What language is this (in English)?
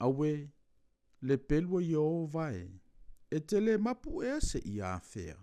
Samoan